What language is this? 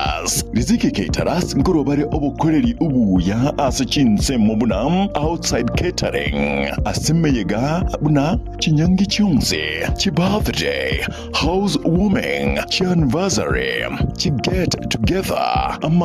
Gusii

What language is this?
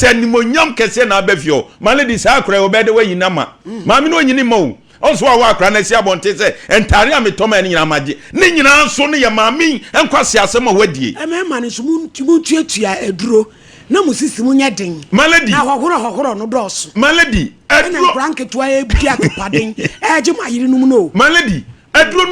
Akan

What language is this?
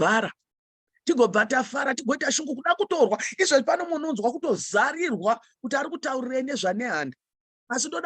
Shona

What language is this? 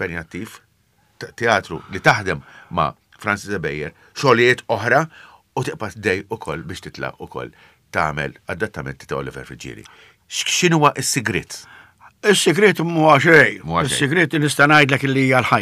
Maltese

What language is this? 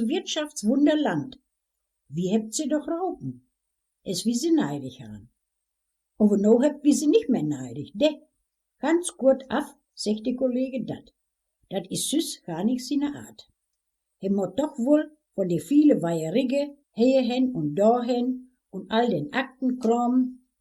Westphalien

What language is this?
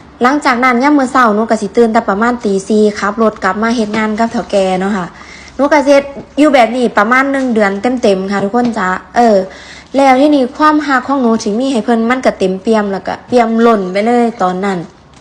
Northeastern Thai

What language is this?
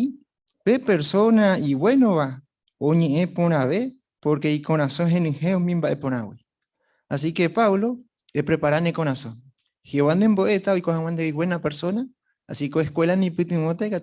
Guarani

